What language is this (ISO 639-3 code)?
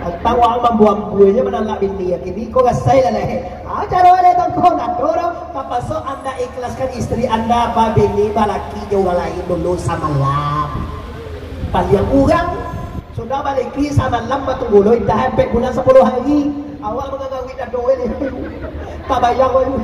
min